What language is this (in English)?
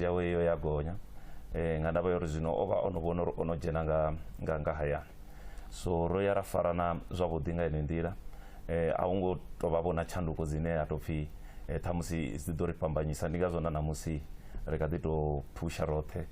Venda